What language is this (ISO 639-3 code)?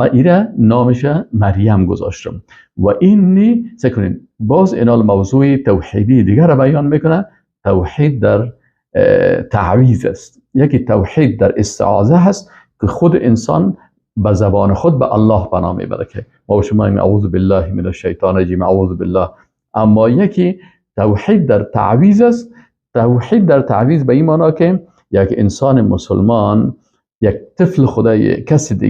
fas